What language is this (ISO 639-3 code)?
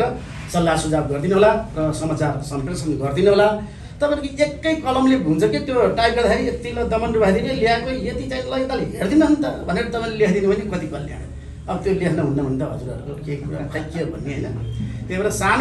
nep